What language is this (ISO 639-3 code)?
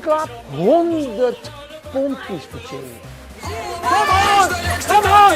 fry